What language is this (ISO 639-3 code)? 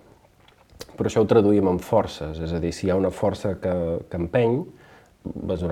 cat